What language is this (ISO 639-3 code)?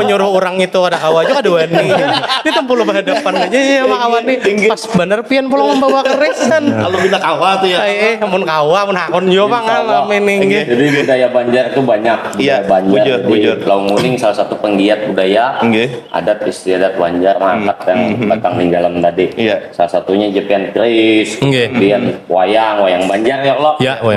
bjn